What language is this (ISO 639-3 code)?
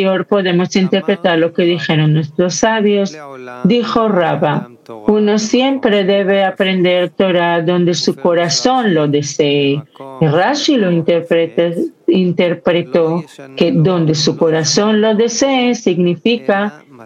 spa